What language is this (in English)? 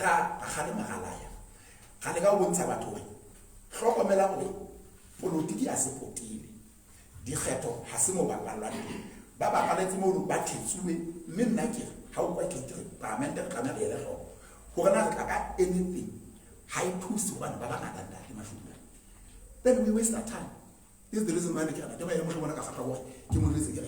Southern Sotho